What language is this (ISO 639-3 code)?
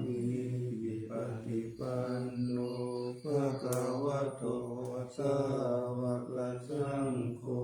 pli